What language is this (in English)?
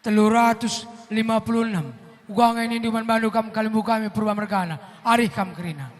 Batak Karo